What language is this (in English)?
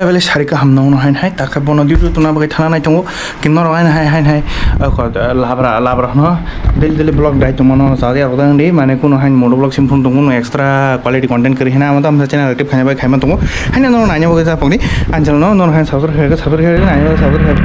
Kok Borok